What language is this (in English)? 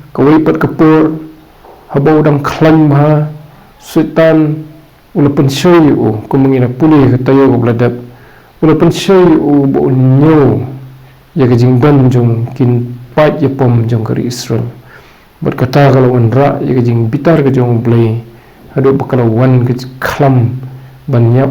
Khasi